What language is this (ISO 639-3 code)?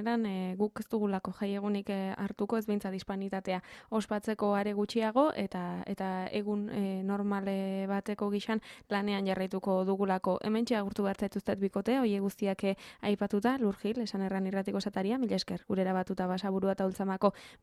eus